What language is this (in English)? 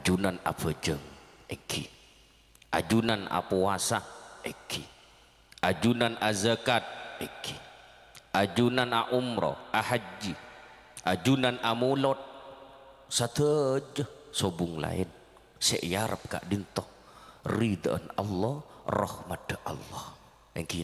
Madurese